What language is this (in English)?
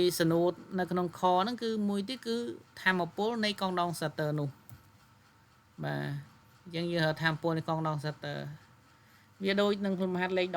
Khmer